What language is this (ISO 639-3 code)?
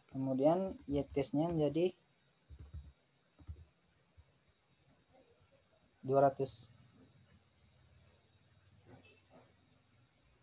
ind